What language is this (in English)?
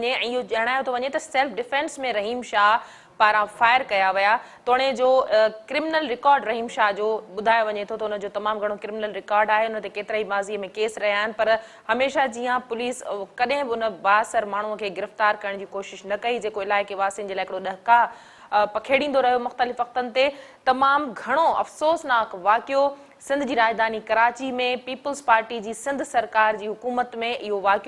Sindhi